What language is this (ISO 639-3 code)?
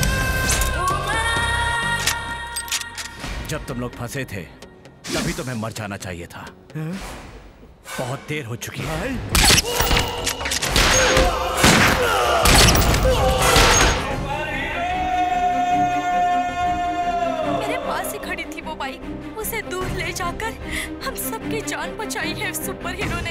hin